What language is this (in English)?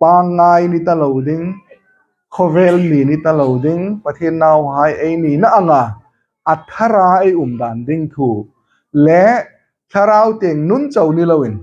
Hmar